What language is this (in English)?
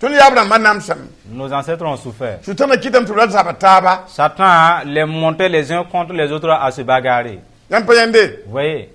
Mossi